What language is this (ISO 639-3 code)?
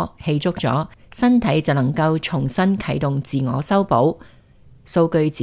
yue